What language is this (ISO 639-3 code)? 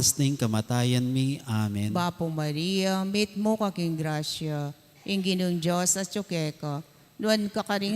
pam